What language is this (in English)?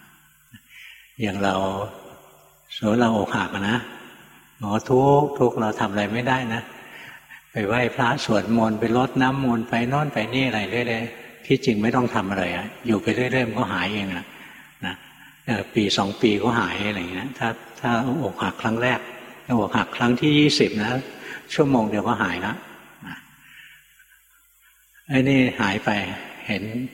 Thai